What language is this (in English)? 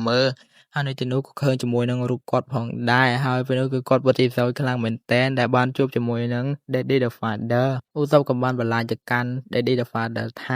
Khmer